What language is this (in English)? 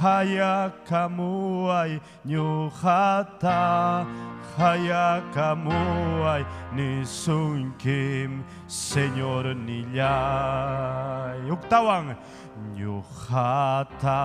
Ayacucho Quechua